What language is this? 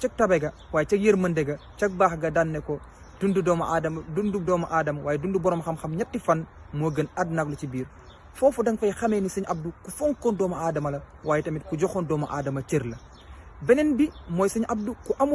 Wolof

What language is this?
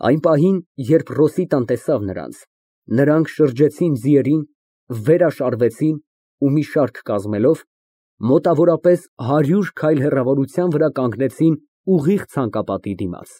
Armenian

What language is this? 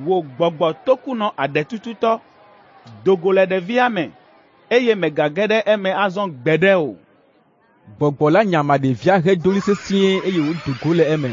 Ewe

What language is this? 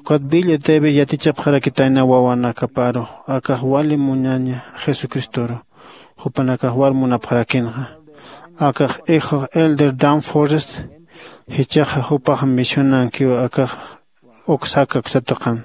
Aymara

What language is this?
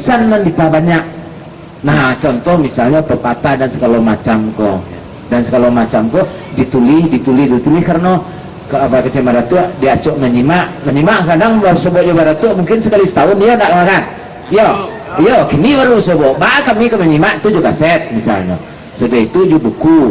Minangkabau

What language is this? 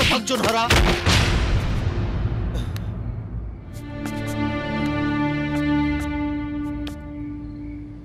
Bhojpuri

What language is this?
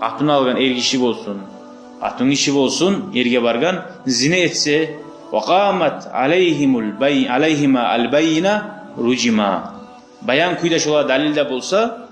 Kumyk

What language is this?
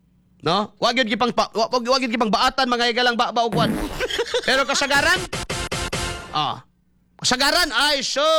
Cebuano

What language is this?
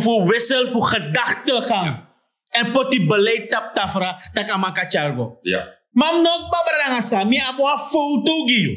Sranan Tongo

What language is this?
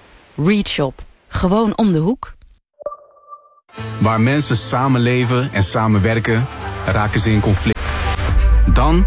Dutch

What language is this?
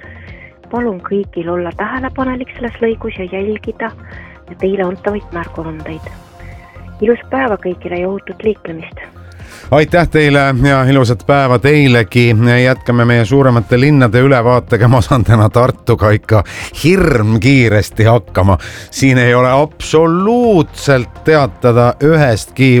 Estonian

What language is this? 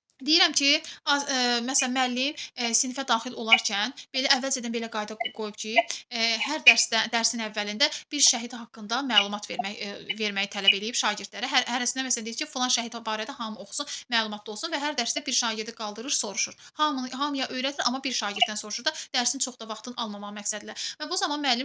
Azerbaijani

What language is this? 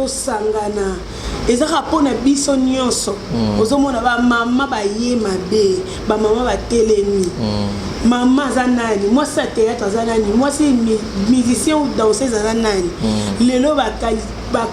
Lingala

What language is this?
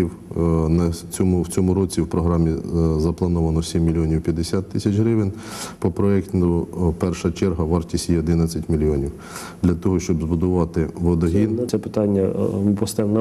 Ukrainian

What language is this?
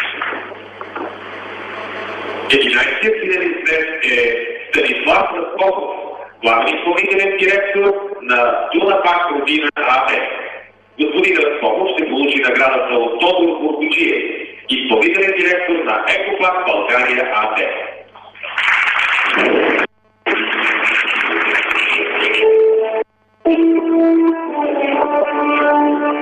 Bulgarian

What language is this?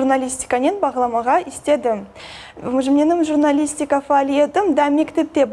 Crimean Tatar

